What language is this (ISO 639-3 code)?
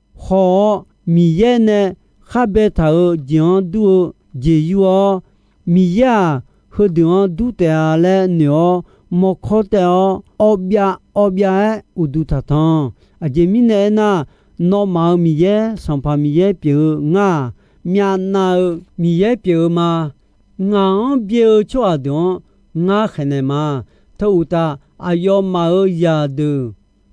ahk